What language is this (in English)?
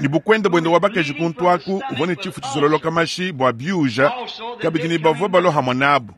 Luba-Lulua